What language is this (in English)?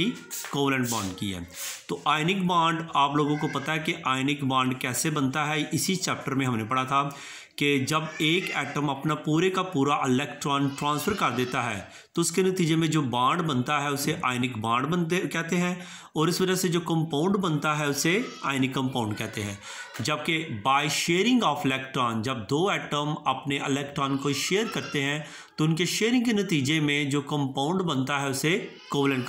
Hindi